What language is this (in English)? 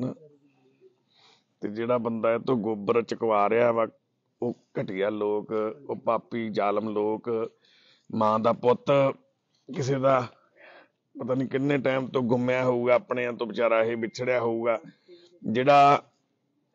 Punjabi